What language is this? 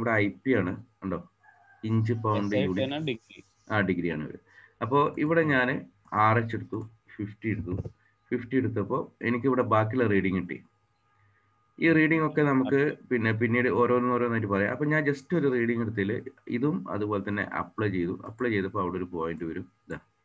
Malayalam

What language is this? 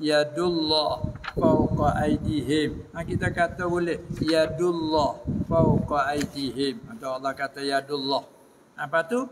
Malay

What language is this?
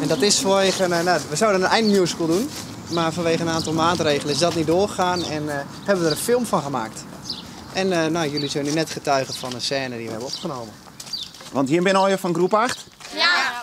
Western Frisian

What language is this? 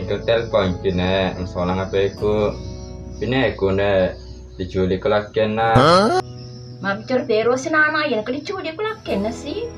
Buginese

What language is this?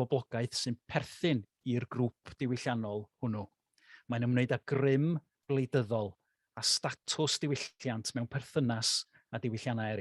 Welsh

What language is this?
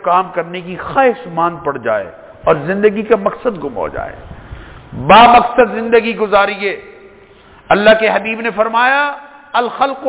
Urdu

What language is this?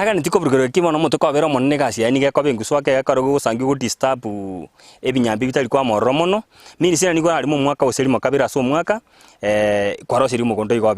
Gusii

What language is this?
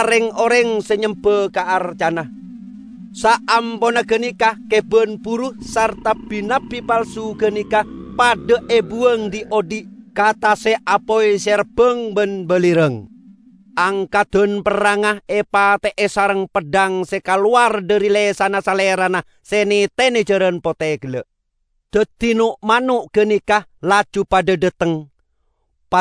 Madurese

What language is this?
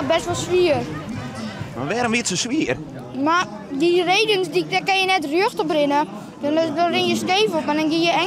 Western Frisian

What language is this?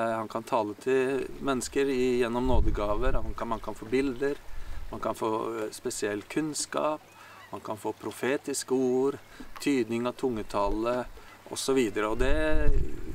Norwegian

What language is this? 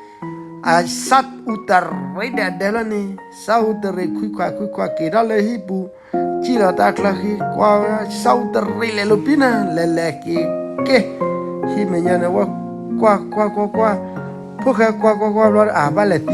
S'gaw Karen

